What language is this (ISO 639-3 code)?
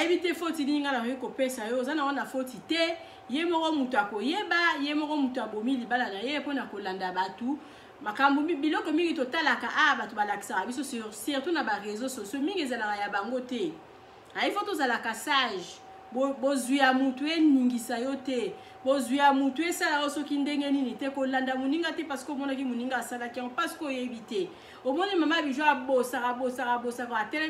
lin